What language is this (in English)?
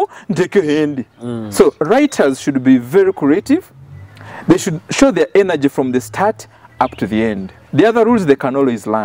Nyoro